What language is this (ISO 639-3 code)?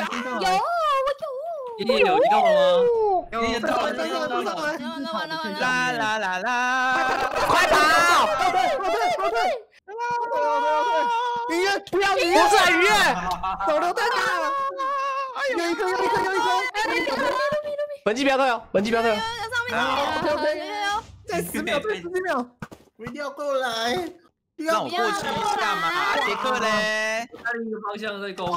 zho